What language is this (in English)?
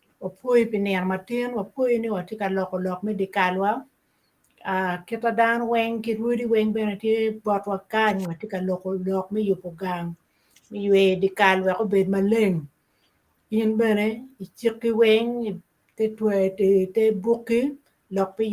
Acoli